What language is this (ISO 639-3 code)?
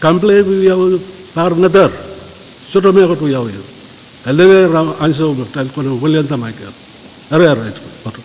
pon